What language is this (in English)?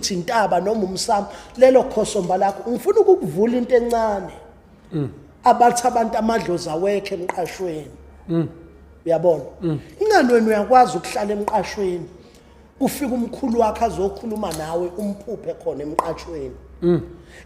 Zulu